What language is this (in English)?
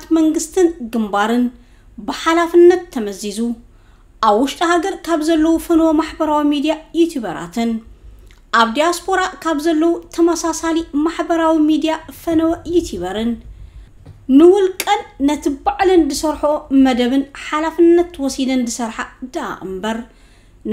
Tigrinya